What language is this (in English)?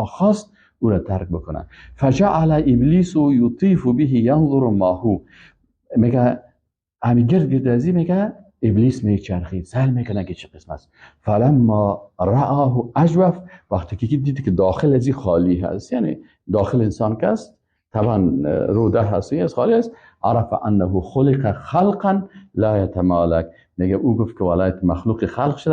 Persian